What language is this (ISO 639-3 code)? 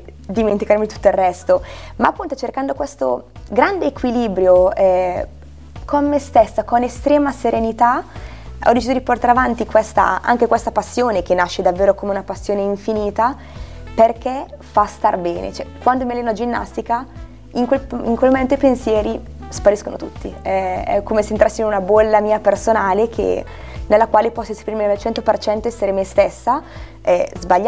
ita